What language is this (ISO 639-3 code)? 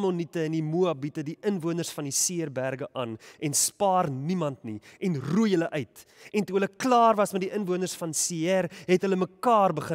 afr